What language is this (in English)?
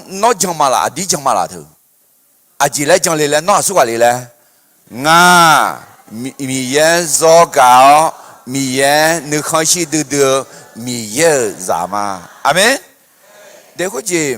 Akha